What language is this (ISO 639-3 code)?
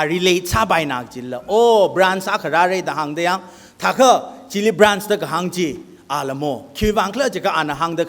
nmf